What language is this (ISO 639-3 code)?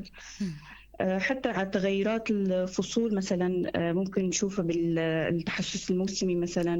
apc